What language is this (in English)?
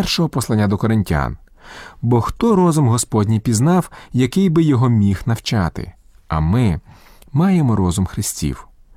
Ukrainian